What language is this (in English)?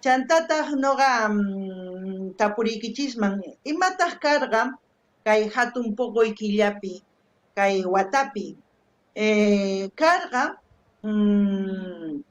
South Bolivian Quechua